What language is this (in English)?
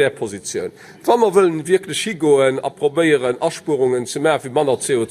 Luxembourgish